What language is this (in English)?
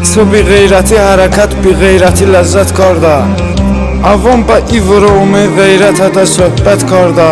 Talysh